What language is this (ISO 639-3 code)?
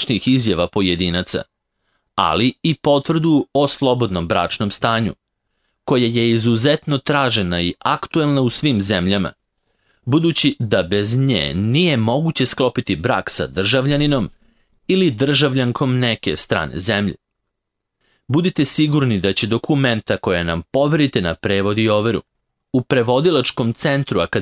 srp